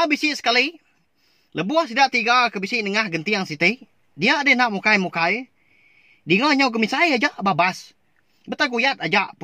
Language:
Iban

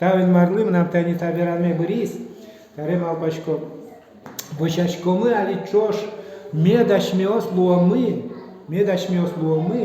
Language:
Udmurt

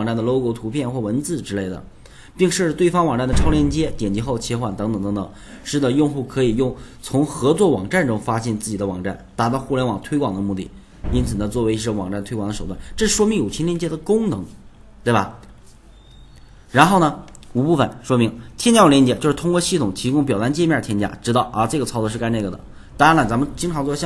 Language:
Chinese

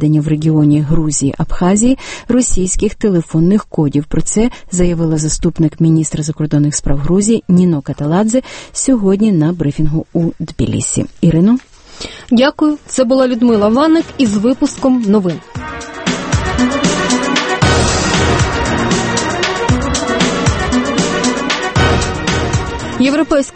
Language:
Ukrainian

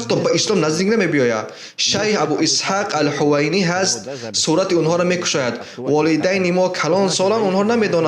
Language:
Tajik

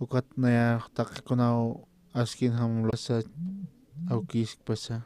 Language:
Aymara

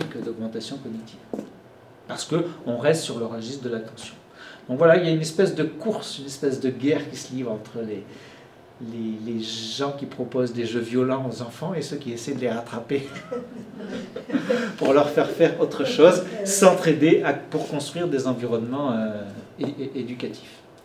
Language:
French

